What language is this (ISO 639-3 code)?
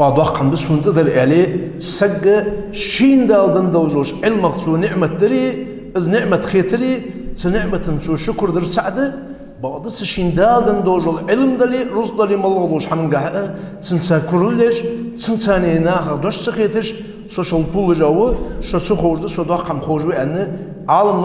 inh